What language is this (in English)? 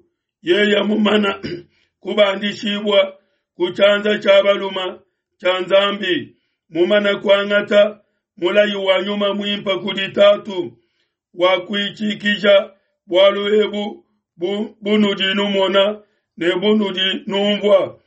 Luba-Lulua